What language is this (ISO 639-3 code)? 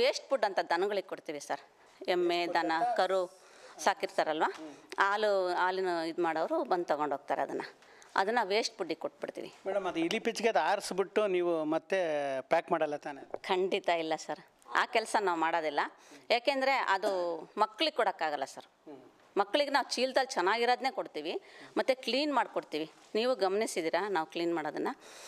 kan